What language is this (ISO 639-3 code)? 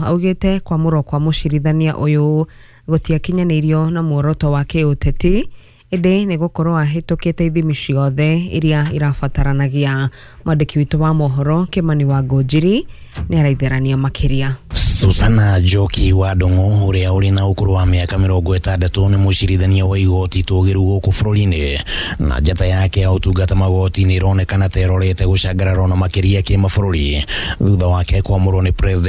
kik